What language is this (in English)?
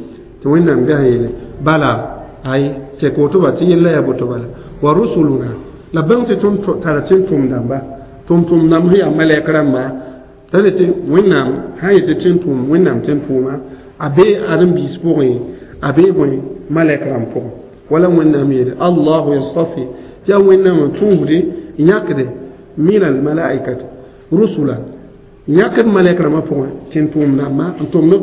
Mossi